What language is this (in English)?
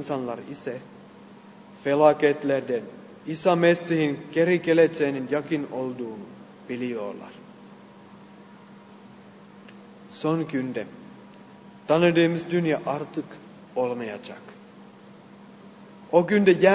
Turkish